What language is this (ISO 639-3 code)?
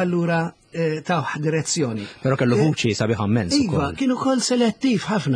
mlt